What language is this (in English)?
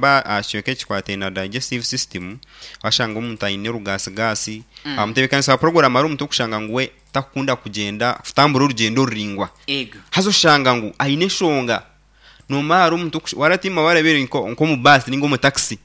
Nyankole